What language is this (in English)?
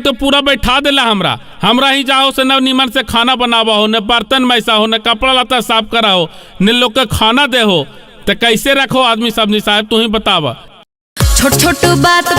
Magahi